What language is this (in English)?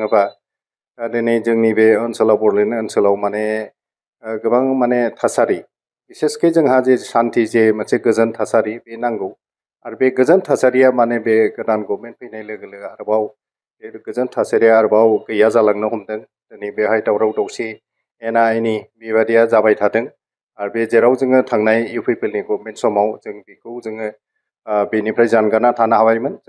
Bodo